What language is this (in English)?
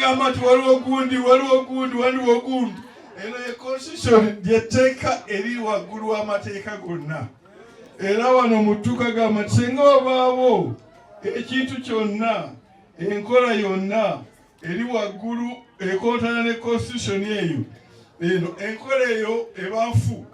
Ganda